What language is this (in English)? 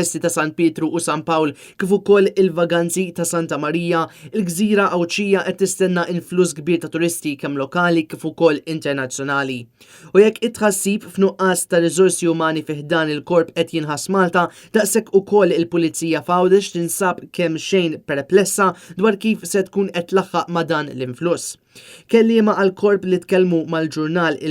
Maltese